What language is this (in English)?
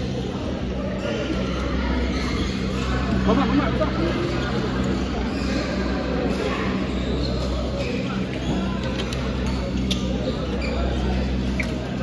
Malay